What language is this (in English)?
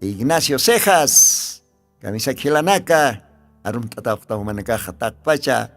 Aymara